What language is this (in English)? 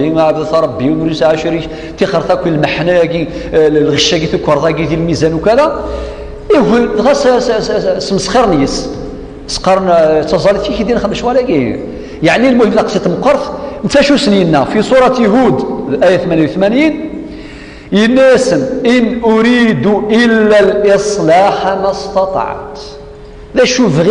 Kabyle